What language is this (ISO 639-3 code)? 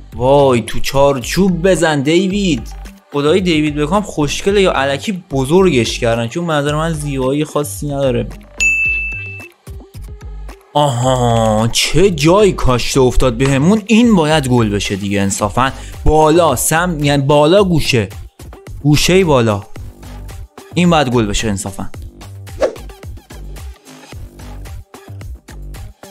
fas